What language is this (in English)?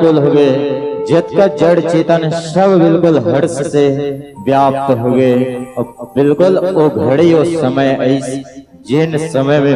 Chhattisgarhi